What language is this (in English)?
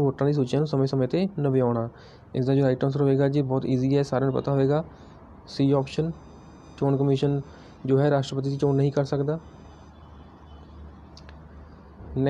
Punjabi